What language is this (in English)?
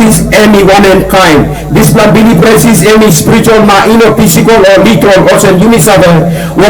Tok Pisin